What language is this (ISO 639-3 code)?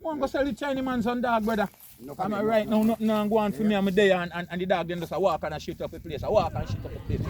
jam